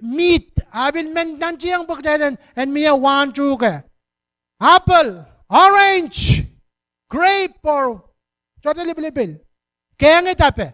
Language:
Pohnpeian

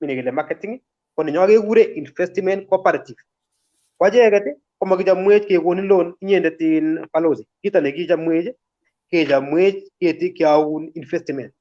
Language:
Kalenjin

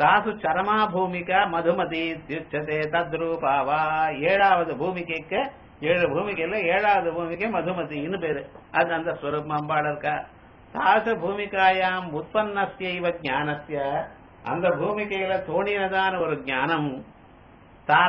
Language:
Tamil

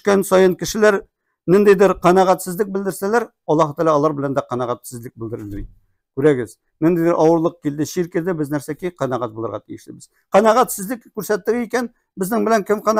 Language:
Tatar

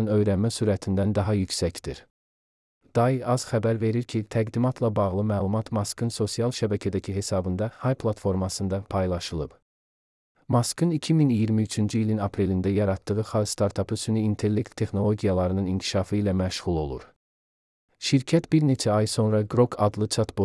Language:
Azerbaijani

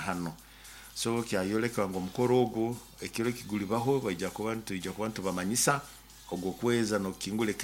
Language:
Nyoro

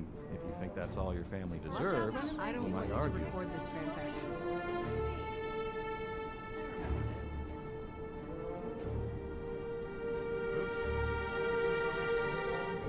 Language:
English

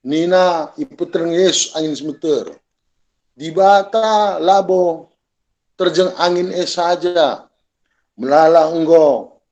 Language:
Batak Karo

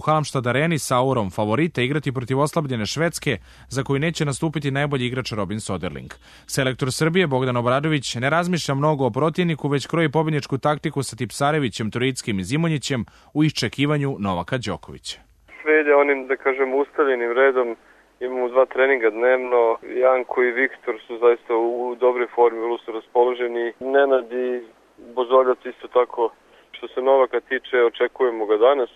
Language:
Serbian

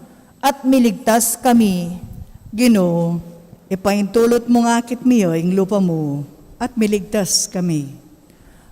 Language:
Pampanga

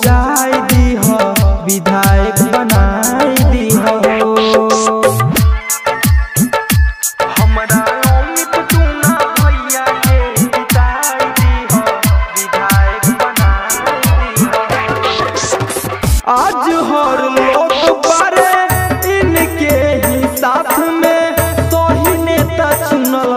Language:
Bhojpuri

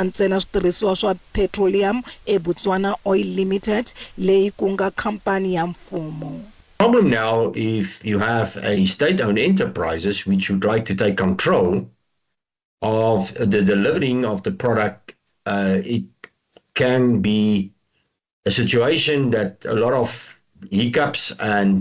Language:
Tsonga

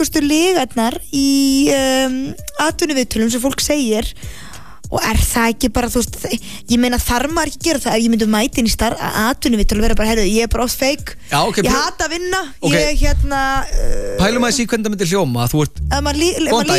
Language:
Icelandic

